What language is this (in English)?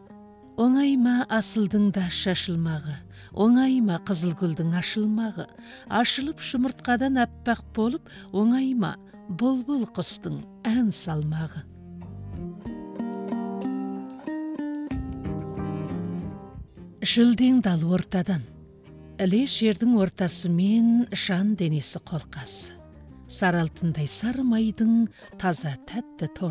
Kazakh